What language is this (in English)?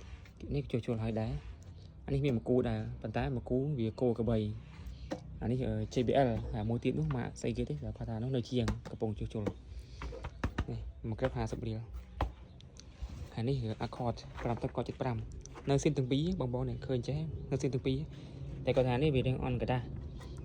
Khmer